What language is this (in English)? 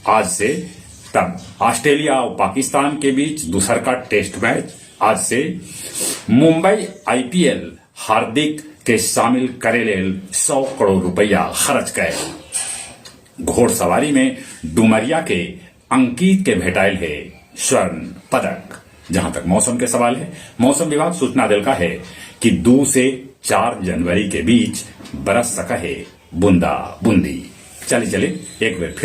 Magahi